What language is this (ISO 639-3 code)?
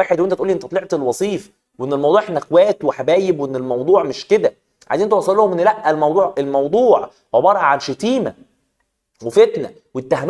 arz